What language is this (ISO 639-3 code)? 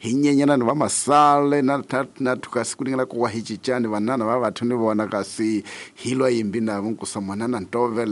tso